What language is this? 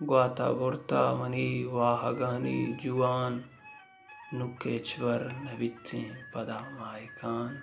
Baluchi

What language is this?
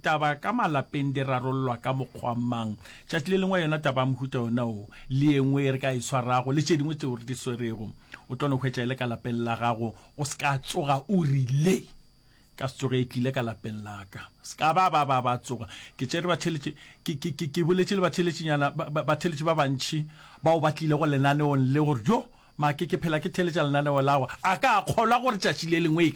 Northern Sotho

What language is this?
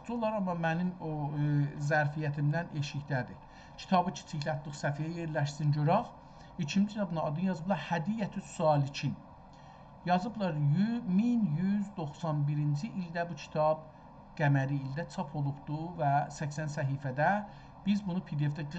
South Azerbaijani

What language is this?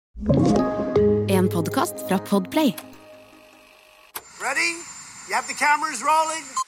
Norwegian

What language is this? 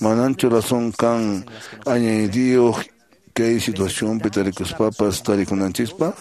Quechua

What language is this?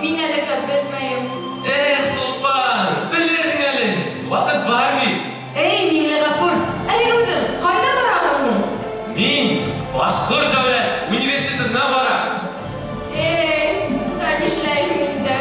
Bashkir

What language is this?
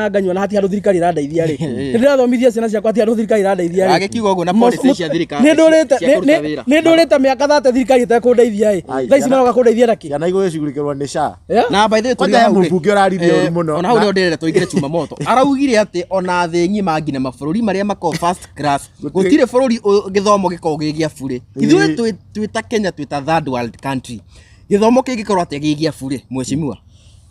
Kikuyu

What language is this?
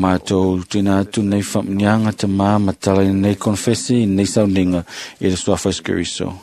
Samoan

